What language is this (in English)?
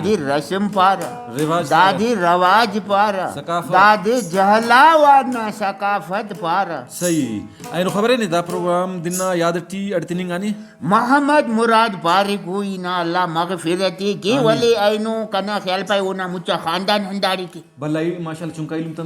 Brahui